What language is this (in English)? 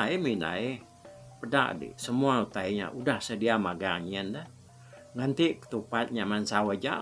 Iban